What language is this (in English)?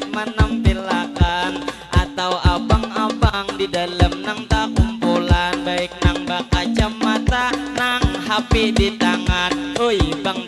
Banjar